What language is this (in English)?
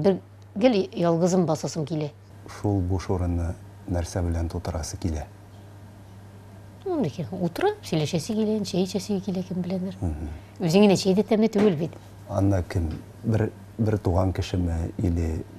Tatar